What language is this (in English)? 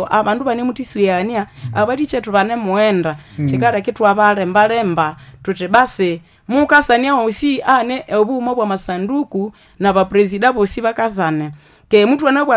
Nande